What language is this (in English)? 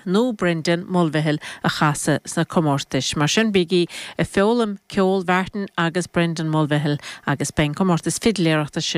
Irish